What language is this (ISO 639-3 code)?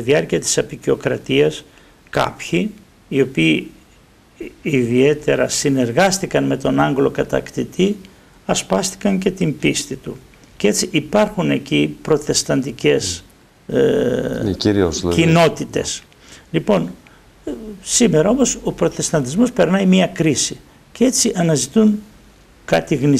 ell